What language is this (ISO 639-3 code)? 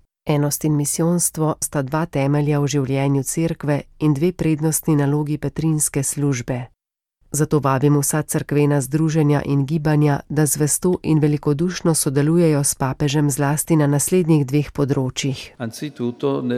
slv